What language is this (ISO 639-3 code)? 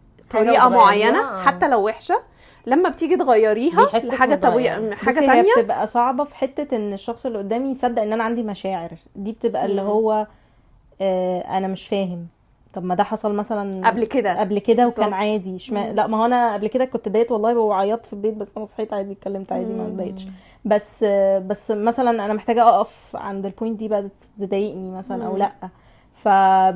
arz